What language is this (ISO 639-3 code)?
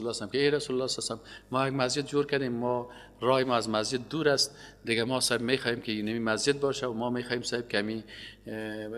fas